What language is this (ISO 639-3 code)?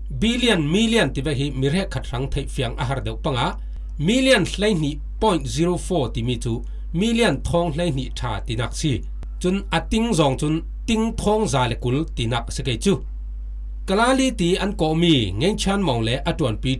cfm